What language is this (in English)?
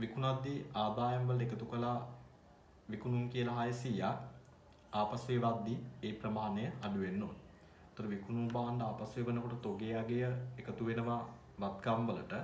Sinhala